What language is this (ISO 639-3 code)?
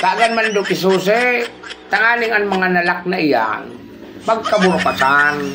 bik